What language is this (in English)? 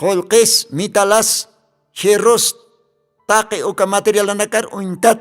Aymara